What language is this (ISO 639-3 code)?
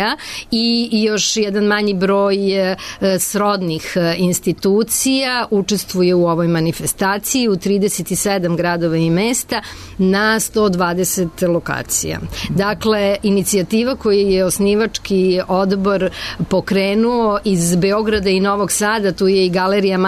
srp